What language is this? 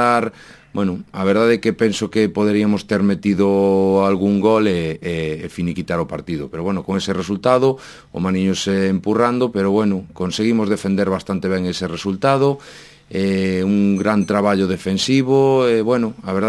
Galician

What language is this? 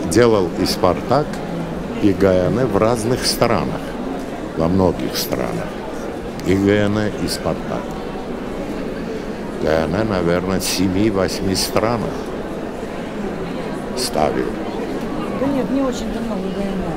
Russian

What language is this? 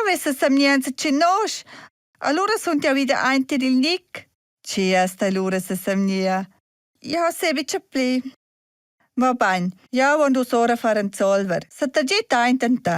Romansh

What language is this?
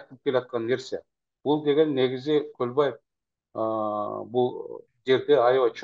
Kyrgyz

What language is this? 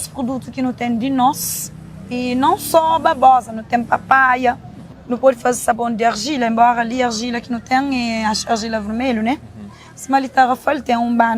Kabuverdianu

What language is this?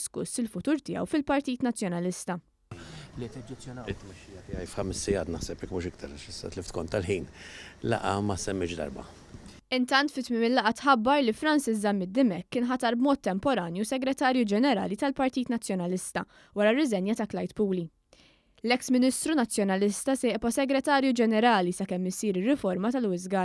Maltese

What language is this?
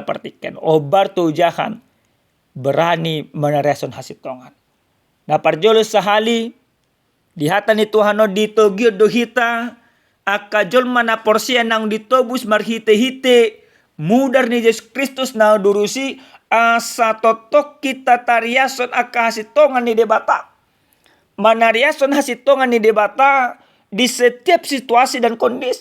Batak Toba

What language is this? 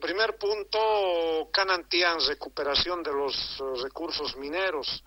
South Bolivian Quechua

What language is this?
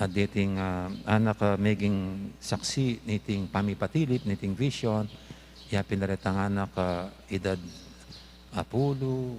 Pampanga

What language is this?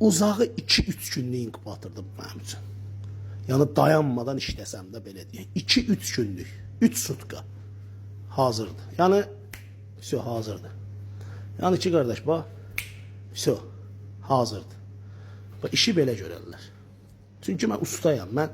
Azerbaijani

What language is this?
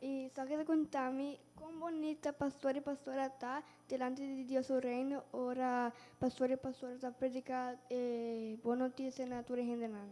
Papiamento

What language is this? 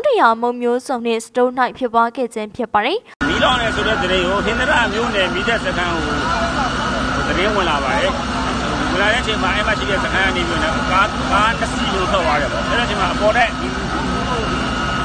Burmese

